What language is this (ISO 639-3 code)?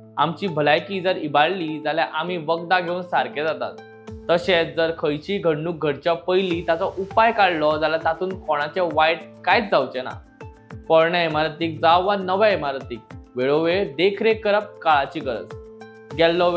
kok